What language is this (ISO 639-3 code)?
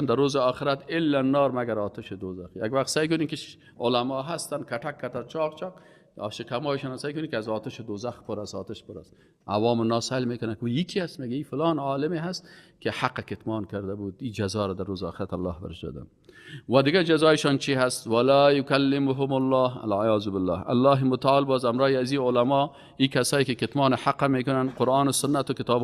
fas